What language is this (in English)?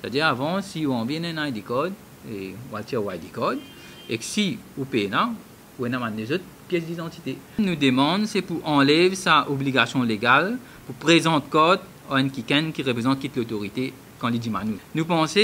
Morisyen